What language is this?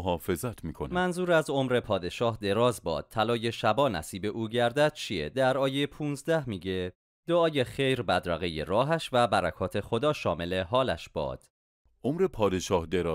Persian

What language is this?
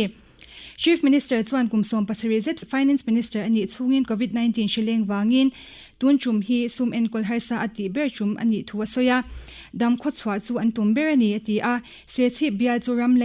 Mizo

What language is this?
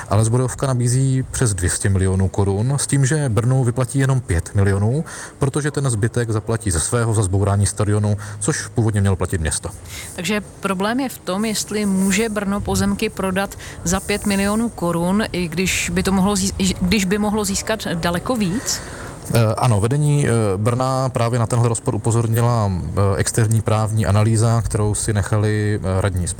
Czech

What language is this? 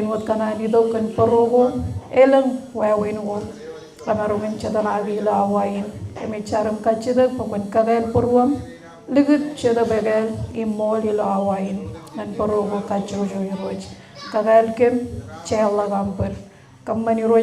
Marshallese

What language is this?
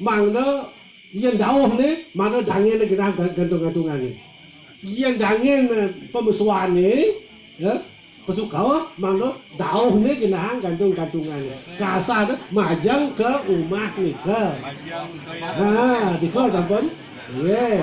Balinese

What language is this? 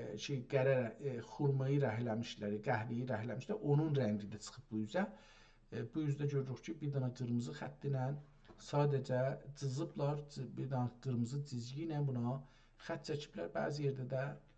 South Azerbaijani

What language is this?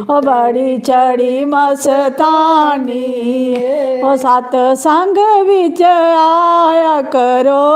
Dogri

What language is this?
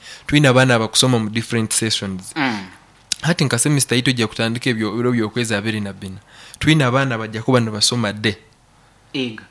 Nyankole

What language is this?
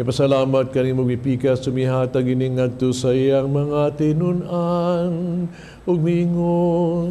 Cebuano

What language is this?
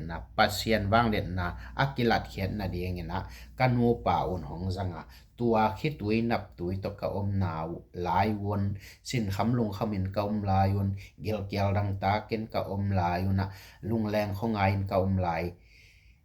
Tedim Chin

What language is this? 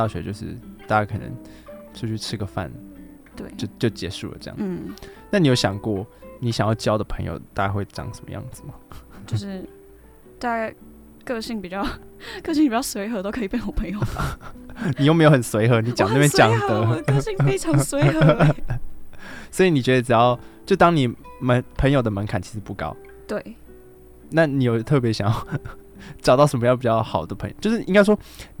Chinese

